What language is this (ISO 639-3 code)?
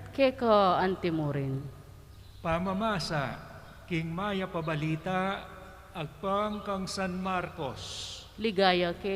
pam